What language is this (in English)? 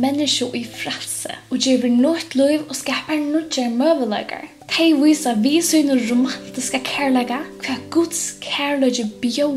Faroese